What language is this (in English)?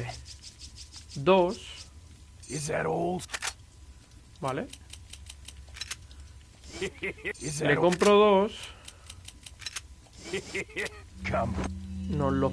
Spanish